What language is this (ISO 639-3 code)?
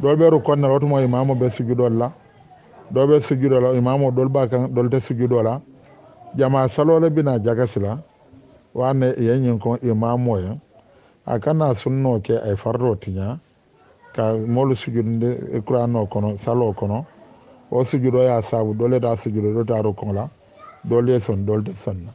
dyu